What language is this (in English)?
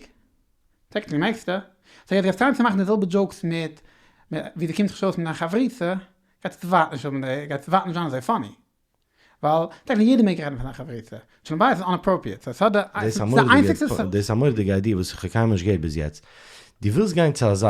Yiddish